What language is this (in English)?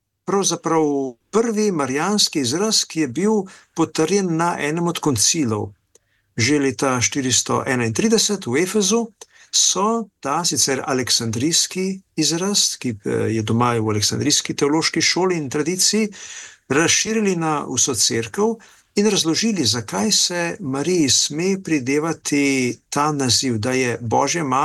Slovenian